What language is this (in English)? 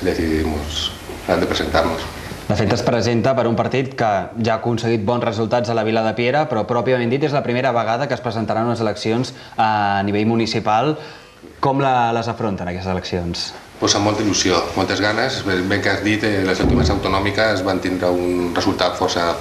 Catalan